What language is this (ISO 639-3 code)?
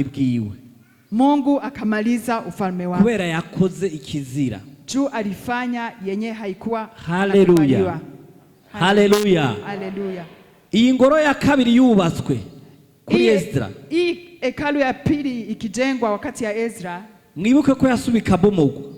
run